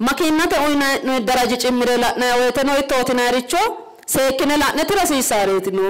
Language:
Sidamo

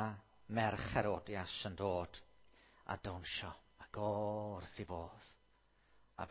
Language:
Welsh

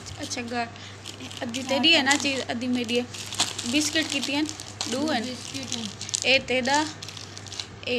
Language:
Saraiki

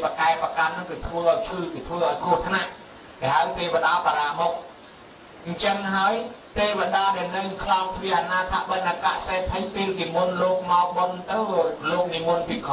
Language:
Khmer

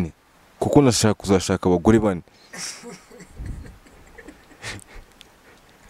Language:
Kinyarwanda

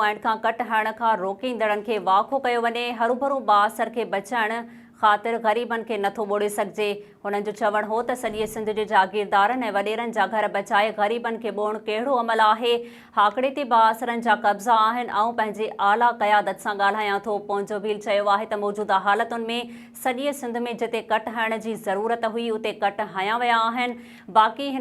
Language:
Sindhi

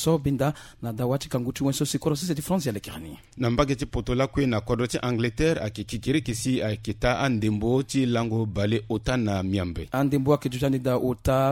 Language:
Sango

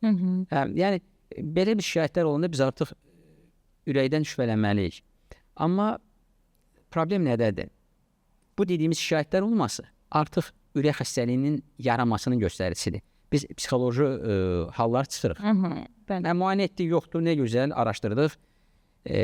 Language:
Azerbaijani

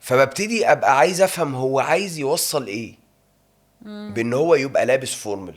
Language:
Egyptian Arabic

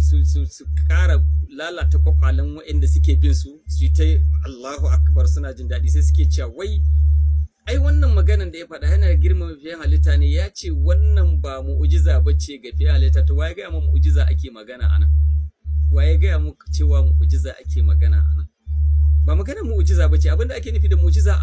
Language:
Hausa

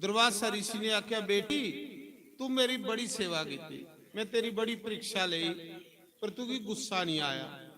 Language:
Dogri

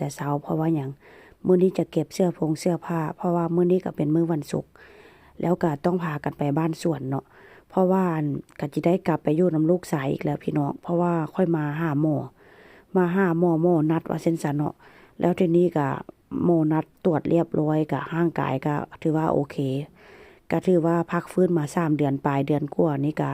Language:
Northeastern Thai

